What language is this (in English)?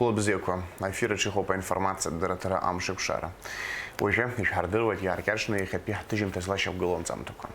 Abkhazian